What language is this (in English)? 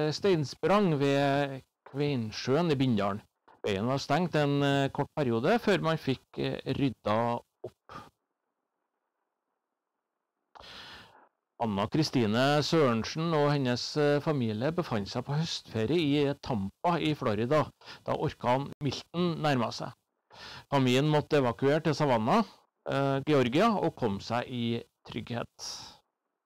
Norwegian